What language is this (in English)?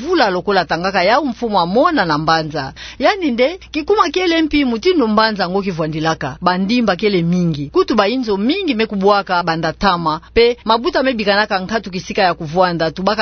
Kituba (Democratic Republic of Congo)